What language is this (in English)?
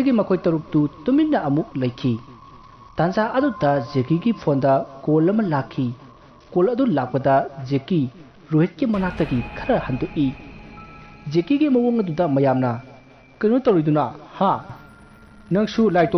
Manipuri